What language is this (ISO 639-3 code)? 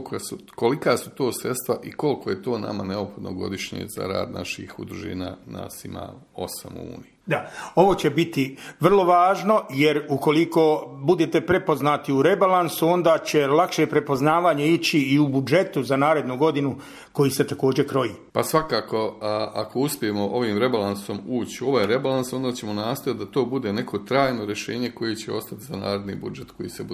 bos